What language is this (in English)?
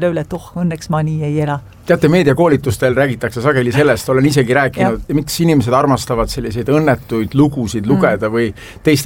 Estonian